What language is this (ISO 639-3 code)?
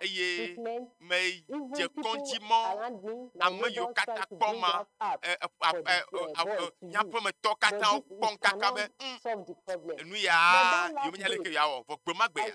ewe